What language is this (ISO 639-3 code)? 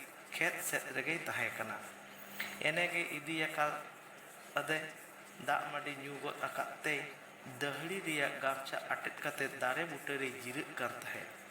sat